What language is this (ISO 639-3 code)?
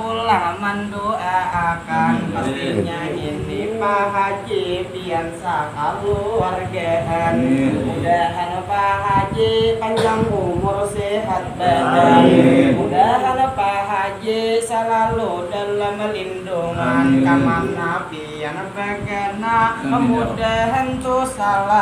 bjn